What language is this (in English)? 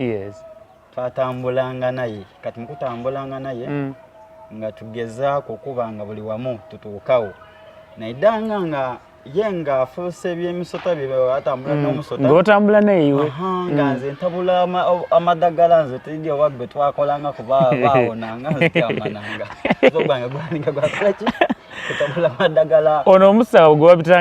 Soga